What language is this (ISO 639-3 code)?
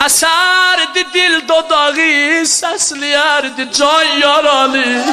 azb